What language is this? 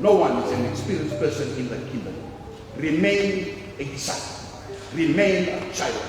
Fijian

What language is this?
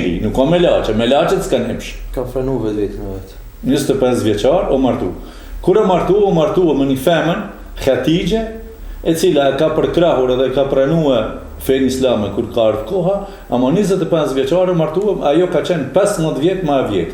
Albanian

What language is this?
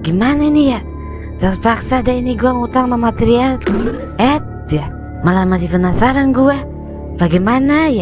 Betawi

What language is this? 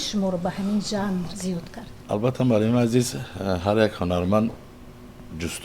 Tajik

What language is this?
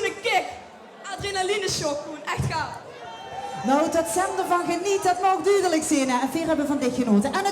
Limburgish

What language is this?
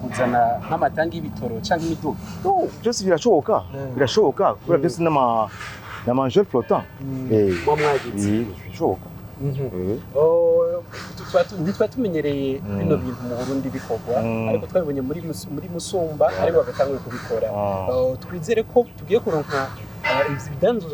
Rundi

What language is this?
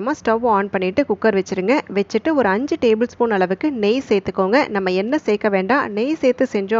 Tamil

